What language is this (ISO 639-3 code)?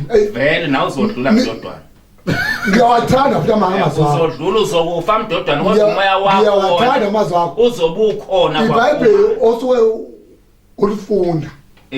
zul